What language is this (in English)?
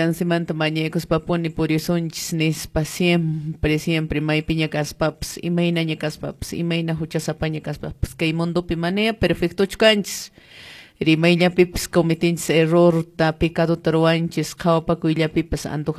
Quechua